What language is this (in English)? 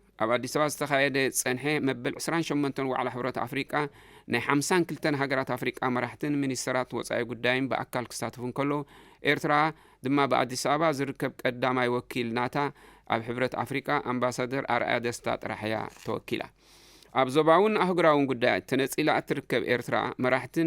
Tigrinya